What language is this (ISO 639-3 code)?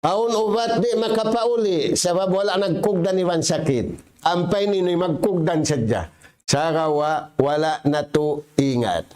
tsg